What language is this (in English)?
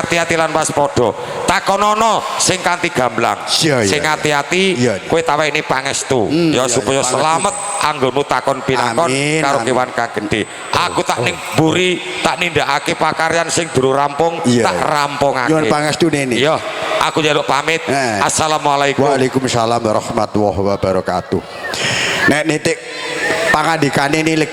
Javanese